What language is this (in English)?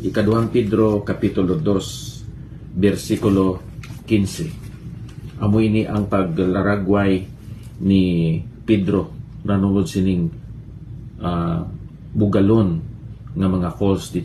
Hiligaynon